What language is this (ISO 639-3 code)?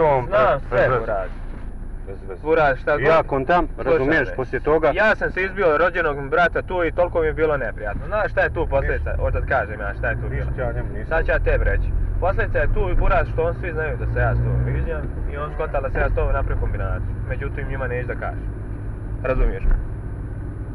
bos